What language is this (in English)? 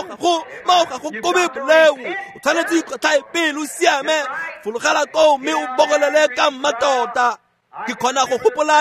Tswana